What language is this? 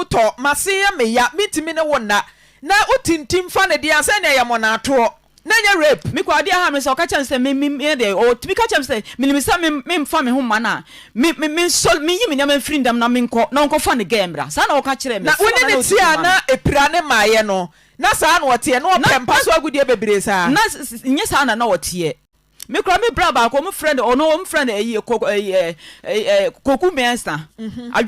Akan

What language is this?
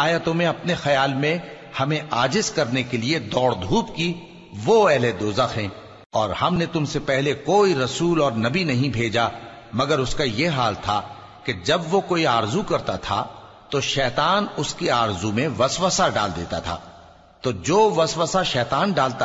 Urdu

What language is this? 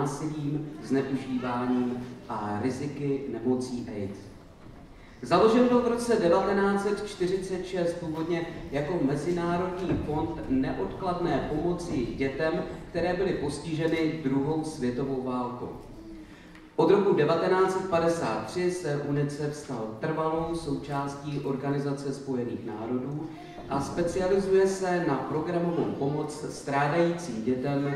Czech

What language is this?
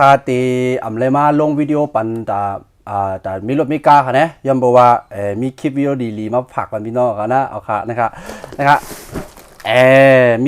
Shan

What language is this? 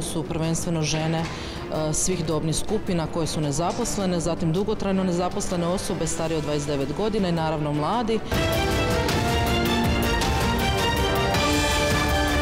Croatian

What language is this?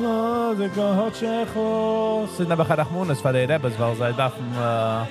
Yiddish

